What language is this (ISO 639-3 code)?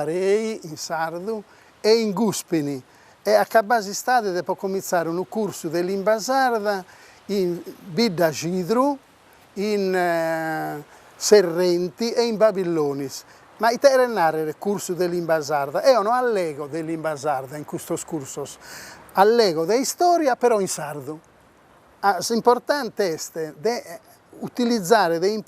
srd